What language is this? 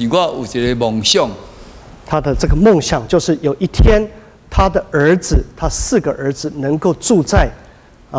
Min Nan Chinese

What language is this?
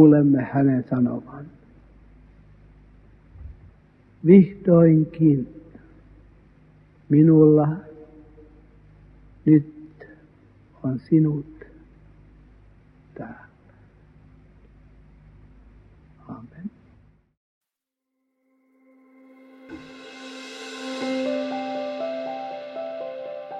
Finnish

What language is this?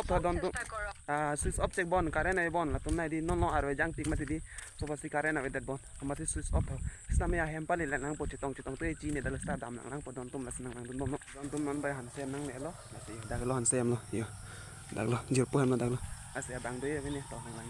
Karbi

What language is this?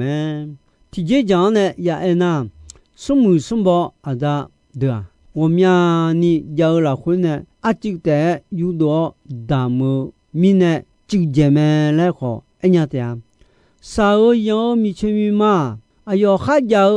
Akha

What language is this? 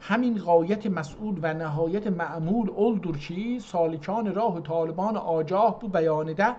South Azerbaijani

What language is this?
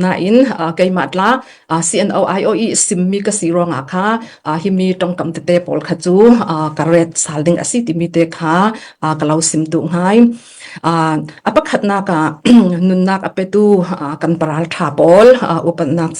Falam Chin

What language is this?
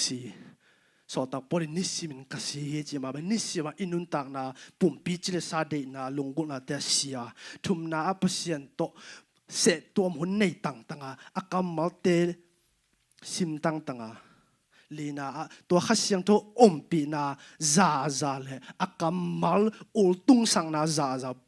Tedim Chin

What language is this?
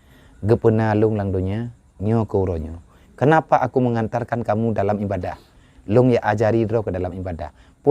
Achinese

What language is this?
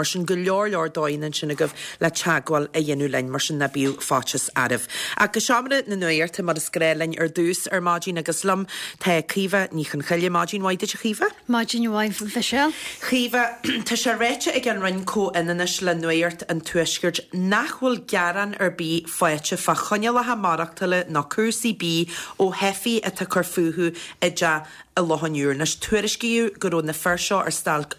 Irish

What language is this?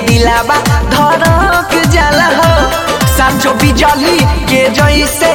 Bhojpuri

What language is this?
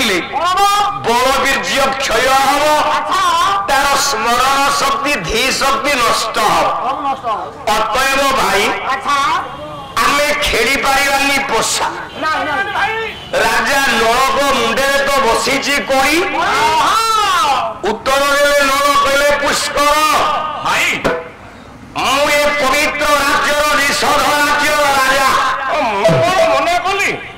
Odia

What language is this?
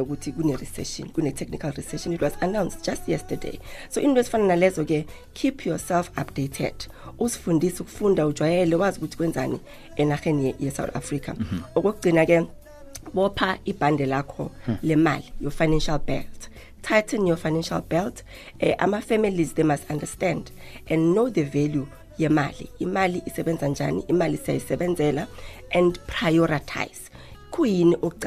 South Ndebele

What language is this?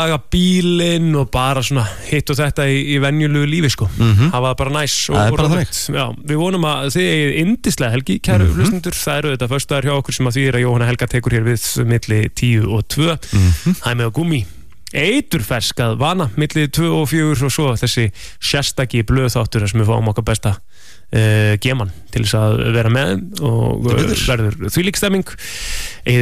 Icelandic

